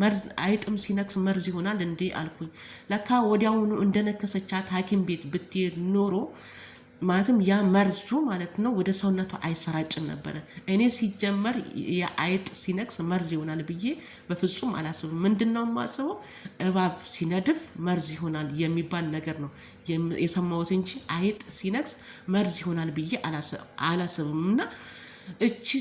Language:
Amharic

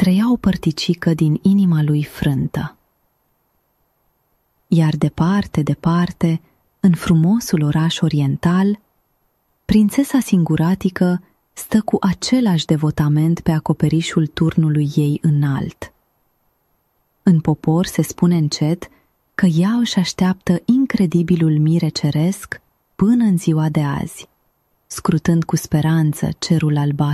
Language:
Romanian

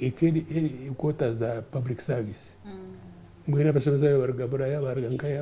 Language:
Nyankole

